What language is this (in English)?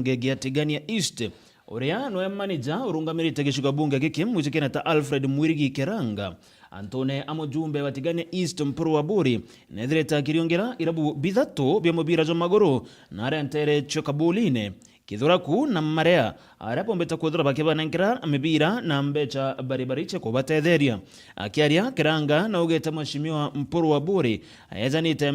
Meru